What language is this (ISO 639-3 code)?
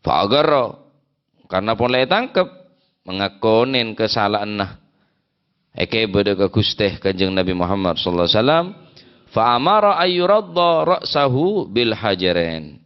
mad